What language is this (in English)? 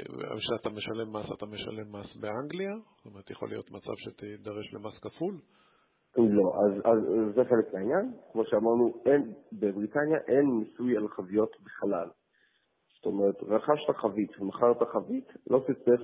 Hebrew